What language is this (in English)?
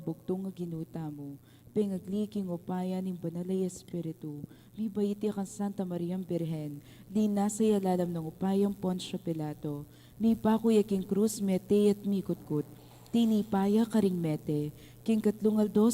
Pampanga